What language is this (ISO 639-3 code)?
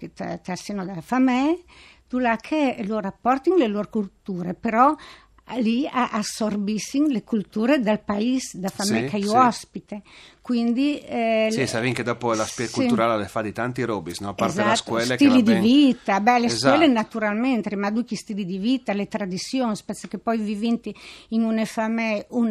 fur